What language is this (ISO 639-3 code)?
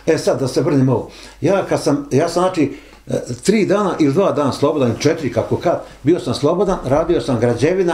bos